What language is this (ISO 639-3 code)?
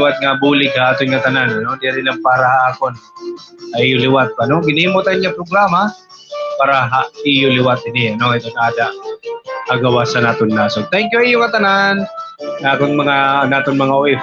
war